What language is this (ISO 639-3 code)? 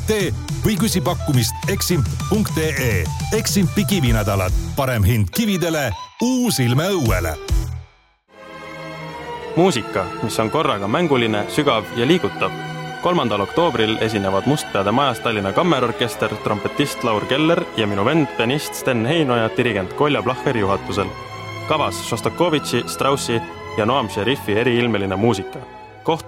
est